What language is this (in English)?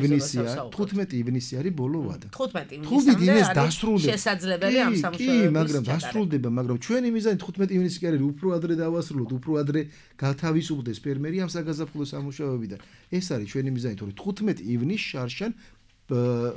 Georgian